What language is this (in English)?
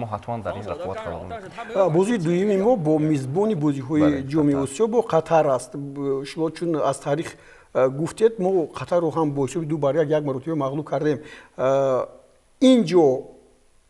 Tajik